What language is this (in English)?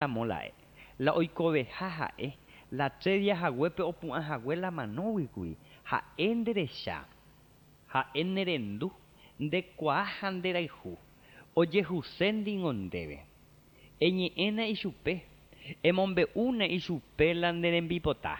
Guarani